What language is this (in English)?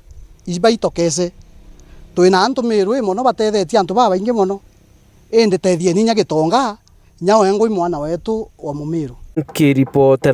Meru